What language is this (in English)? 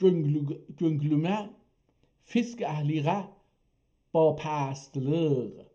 South Azerbaijani